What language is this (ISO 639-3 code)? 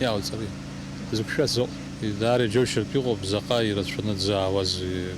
abk